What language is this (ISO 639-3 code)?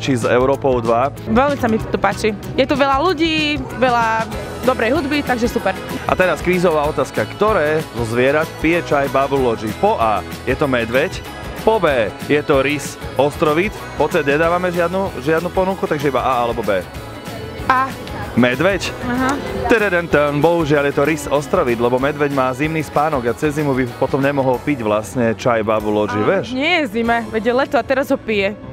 slk